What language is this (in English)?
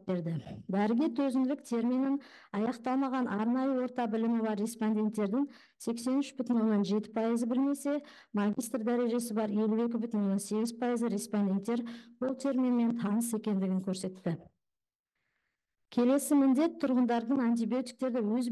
Kazakh